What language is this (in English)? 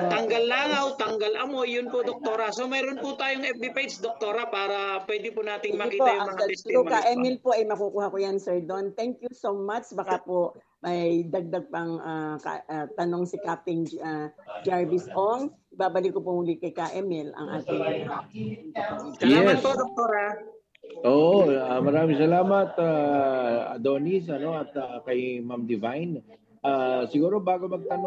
Filipino